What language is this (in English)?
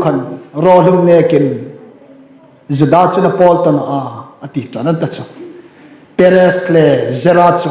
Hmar